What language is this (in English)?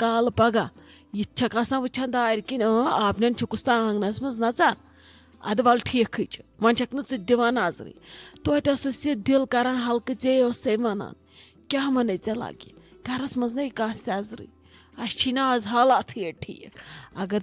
Kashmiri